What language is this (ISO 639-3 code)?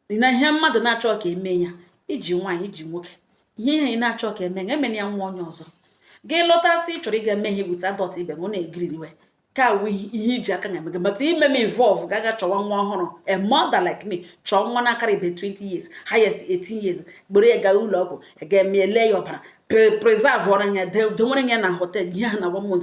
ibo